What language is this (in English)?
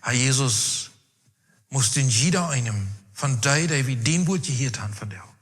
Plautdietsch